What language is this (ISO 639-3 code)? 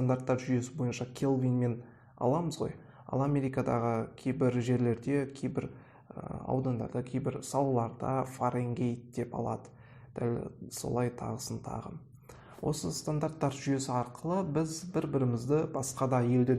kaz